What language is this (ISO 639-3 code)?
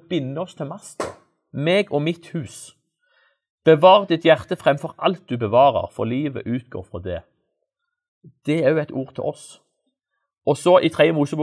nor